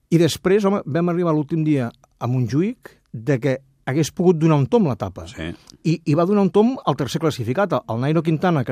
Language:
Catalan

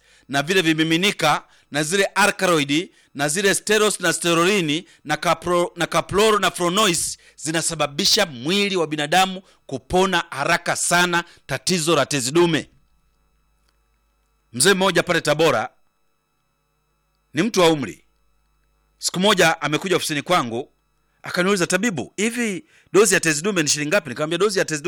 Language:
Swahili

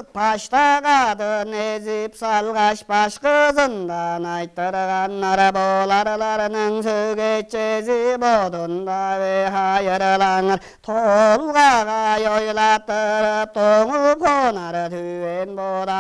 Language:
Tuvinian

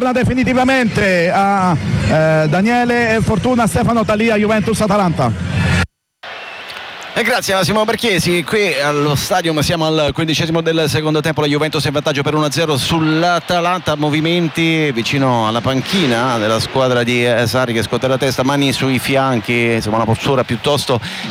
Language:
Italian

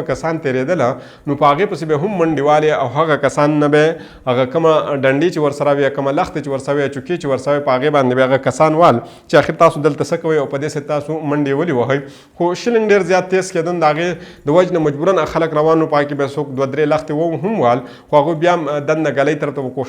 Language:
Pashto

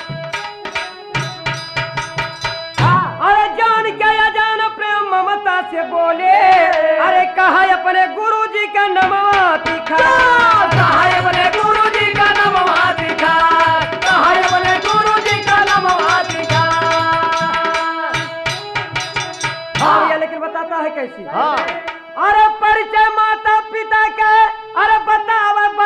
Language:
Bhojpuri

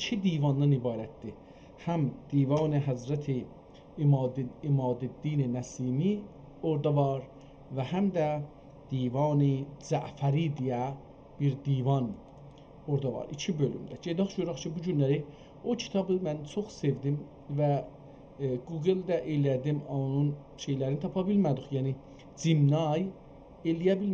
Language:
South Azerbaijani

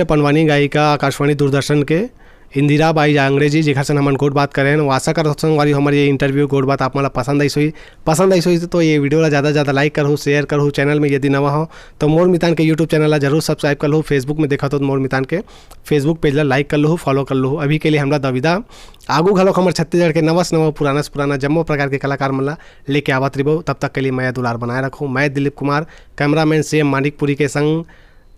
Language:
Chhattisgarhi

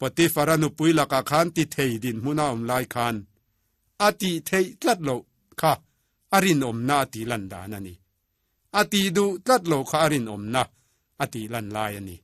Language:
Mizo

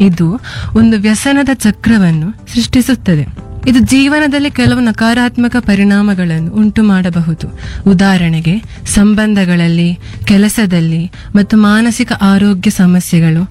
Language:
Kannada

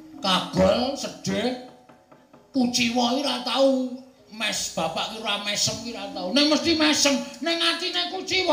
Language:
Javanese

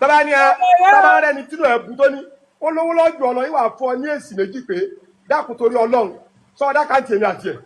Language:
Yoruba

